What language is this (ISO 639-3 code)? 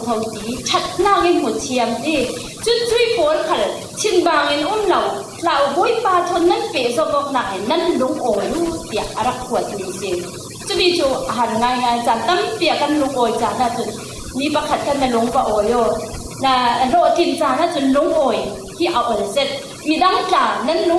cfm